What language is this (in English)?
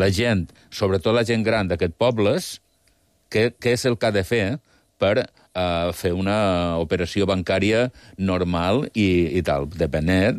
Catalan